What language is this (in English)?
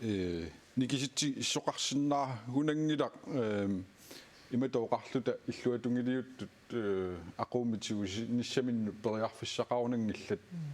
Kalaallisut